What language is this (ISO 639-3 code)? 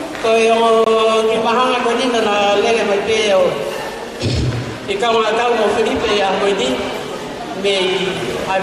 ton